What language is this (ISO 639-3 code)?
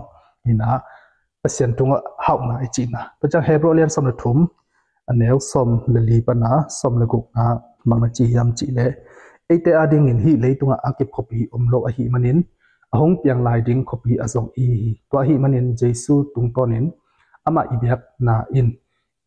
ctd